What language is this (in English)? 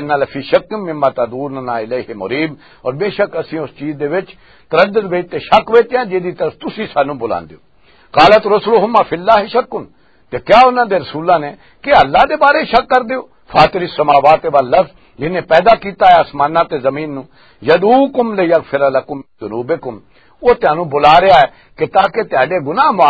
Western Panjabi